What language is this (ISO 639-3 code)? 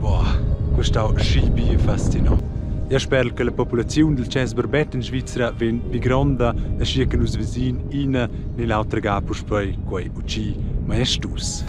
roh